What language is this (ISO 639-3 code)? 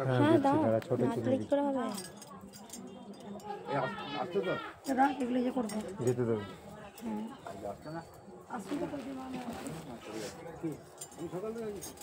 ben